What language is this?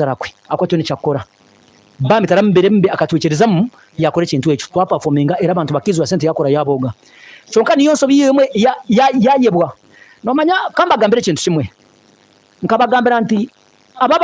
Nyankole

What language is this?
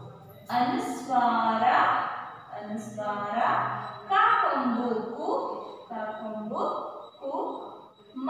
Kannada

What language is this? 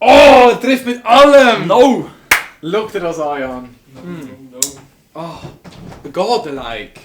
Swiss German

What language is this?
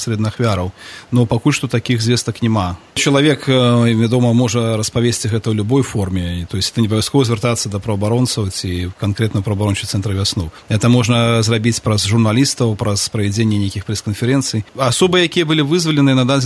Belarusian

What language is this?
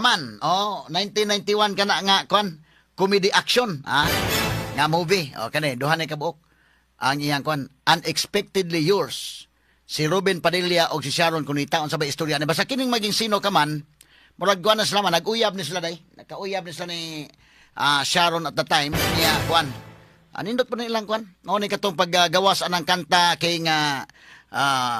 Cebuano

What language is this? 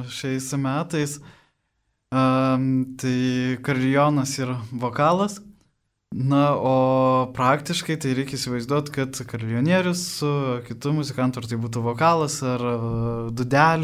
Lithuanian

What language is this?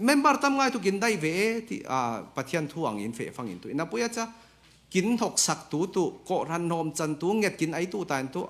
Falam Chin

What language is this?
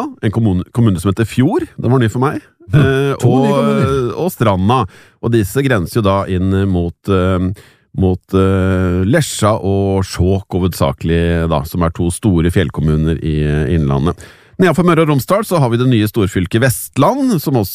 Norwegian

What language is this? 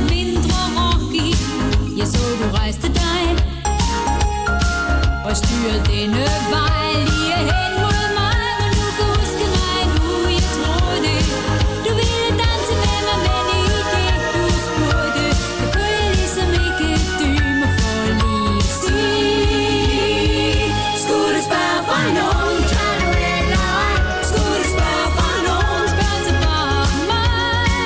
Danish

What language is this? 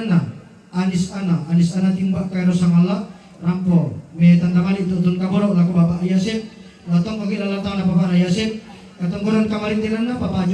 Toraja-Sa'dan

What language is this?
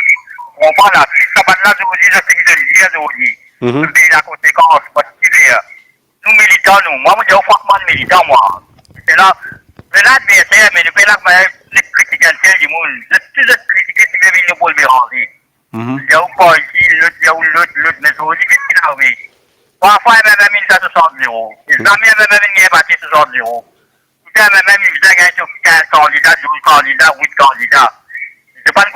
Morisyen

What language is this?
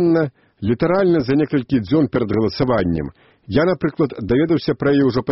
Belarusian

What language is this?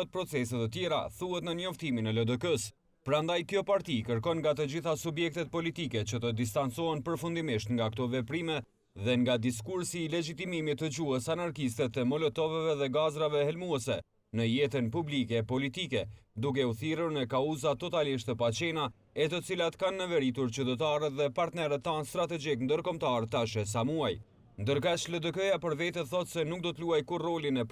Albanian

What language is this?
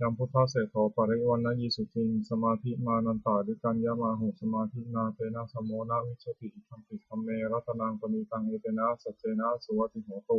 Pali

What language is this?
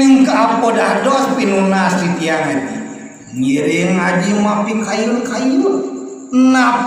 Balinese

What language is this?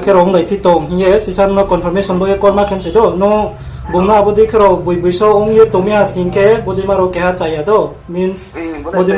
Riang (India)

